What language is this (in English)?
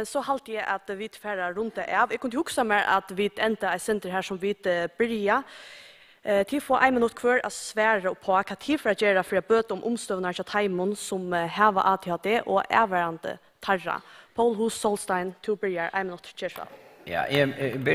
Faroese